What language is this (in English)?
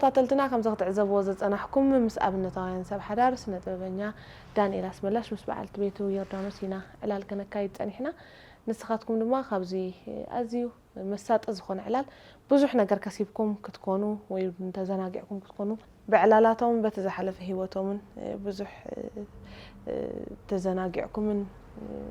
Tigrinya